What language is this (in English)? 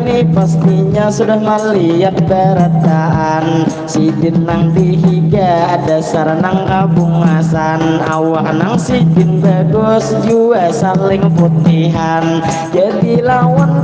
Banjar